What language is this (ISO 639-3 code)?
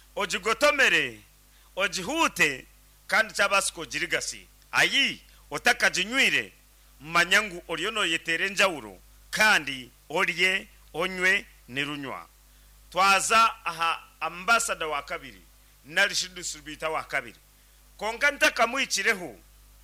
nyn